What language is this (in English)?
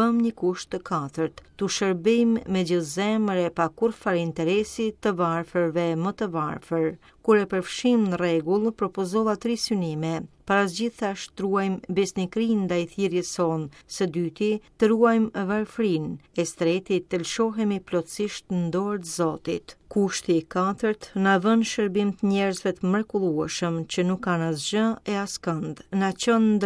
Albanian